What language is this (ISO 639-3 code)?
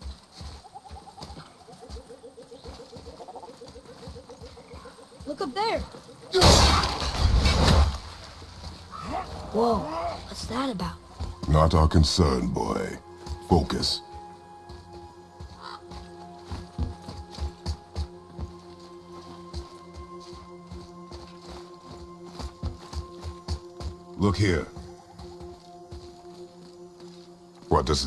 eng